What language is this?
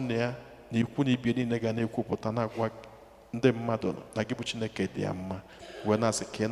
Igbo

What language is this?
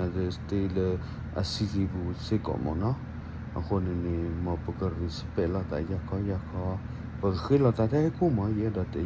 S'gaw Karen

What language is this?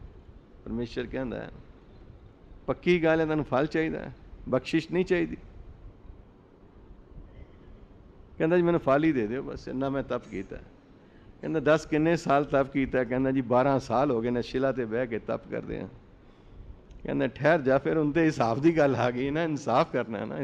Punjabi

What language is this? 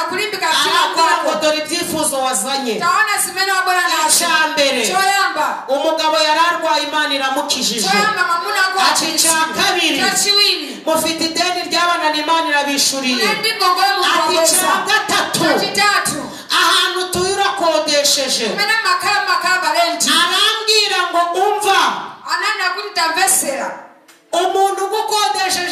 Kinyarwanda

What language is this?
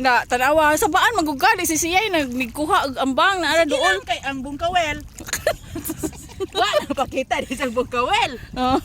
Cebuano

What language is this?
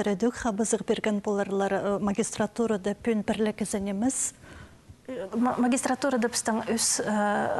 Khakas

